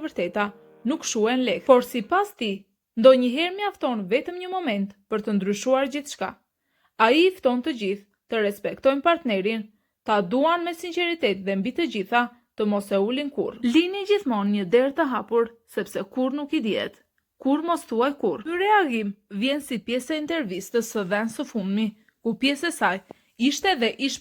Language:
Albanian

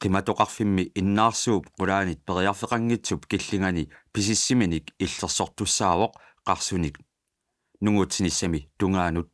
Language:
Kalaallisut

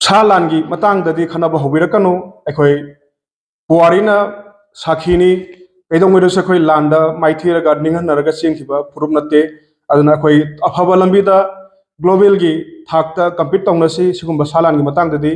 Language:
Manipuri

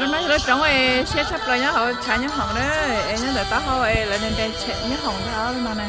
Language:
Hmong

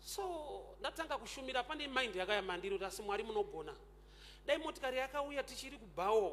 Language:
Shona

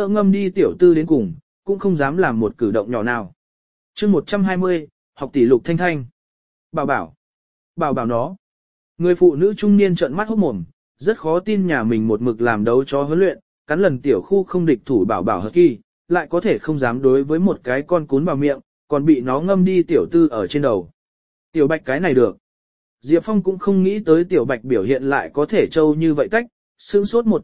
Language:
Vietnamese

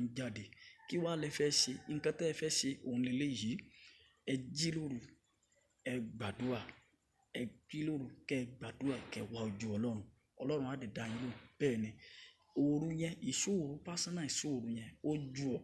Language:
Yoruba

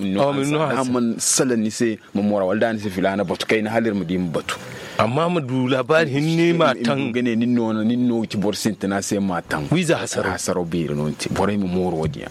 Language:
Zarma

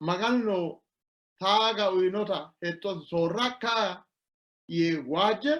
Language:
Sidamo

